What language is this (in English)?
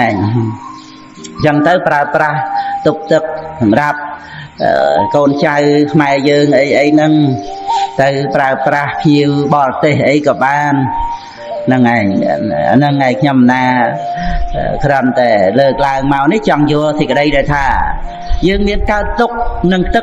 Khmer